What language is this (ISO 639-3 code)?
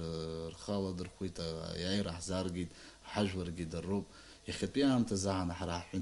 abk